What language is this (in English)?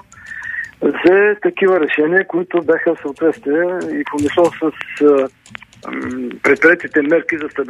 Bulgarian